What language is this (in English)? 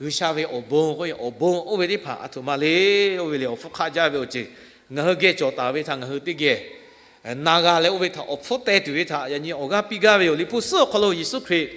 Lahu